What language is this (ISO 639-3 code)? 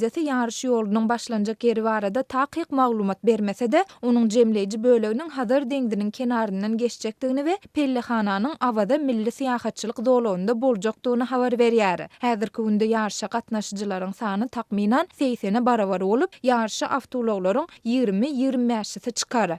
tuk